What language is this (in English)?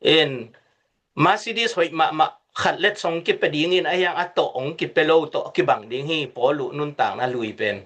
Tedim Chin